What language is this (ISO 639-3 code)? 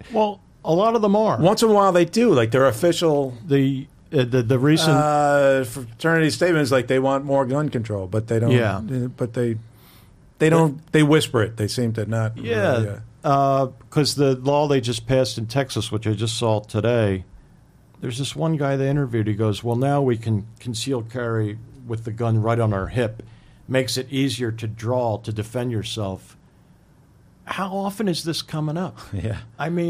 eng